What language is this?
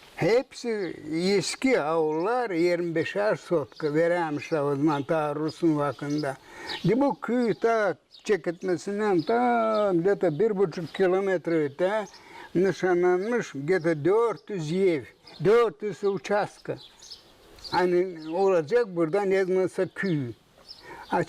Gagauz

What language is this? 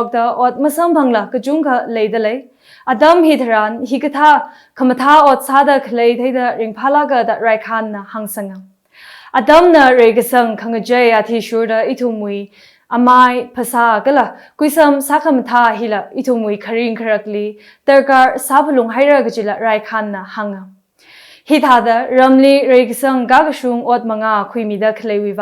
Tangkhul Naga (India)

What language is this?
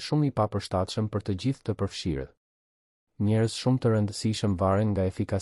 Albanian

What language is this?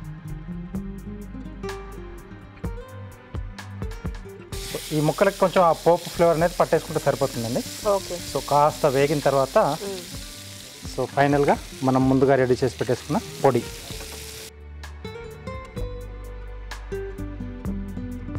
Telugu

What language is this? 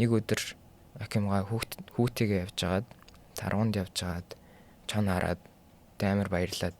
Mongolian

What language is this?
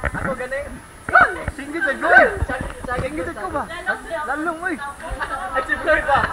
Cebuano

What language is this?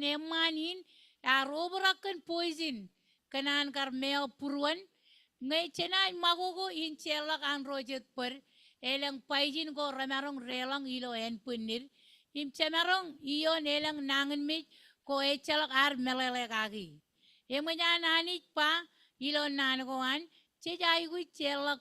Marshallese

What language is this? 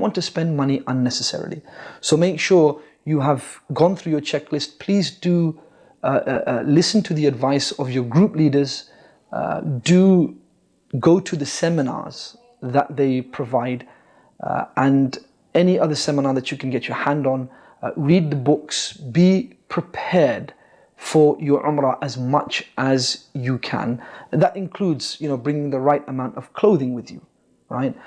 English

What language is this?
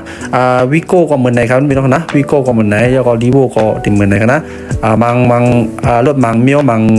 Shan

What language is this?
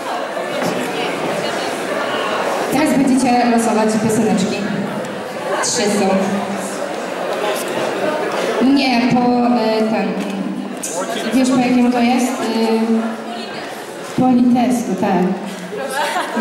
Polish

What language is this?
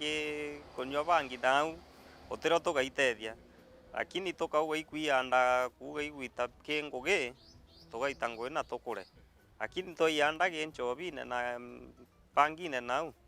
Meru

